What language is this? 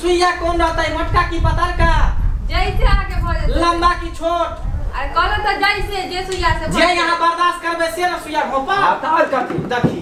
Maithili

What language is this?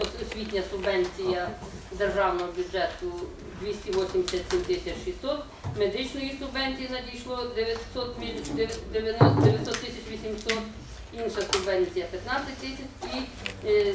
Ukrainian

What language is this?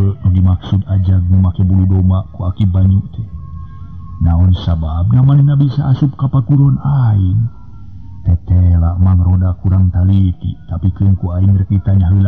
Sundanese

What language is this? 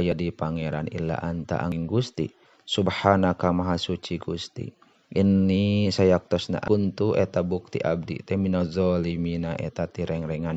Sundanese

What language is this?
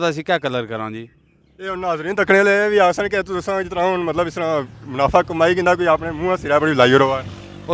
Pahari-Potwari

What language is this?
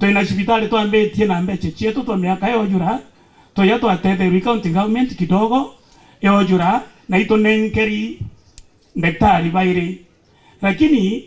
Meru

